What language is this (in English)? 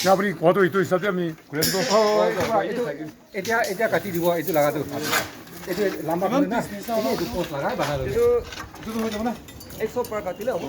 Naga Pidgin